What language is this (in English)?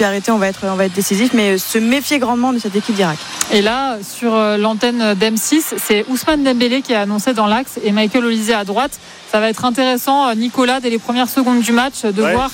French